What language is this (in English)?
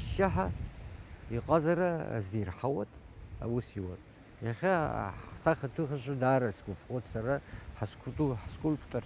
Abkhazian